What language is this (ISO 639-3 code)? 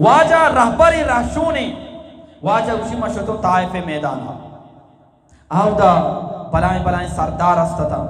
bgp